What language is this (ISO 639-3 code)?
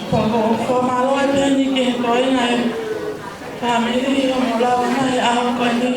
ton